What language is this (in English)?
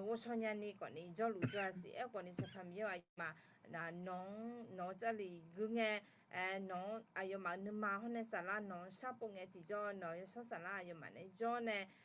Akha